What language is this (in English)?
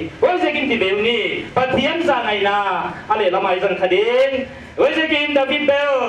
Paite Chin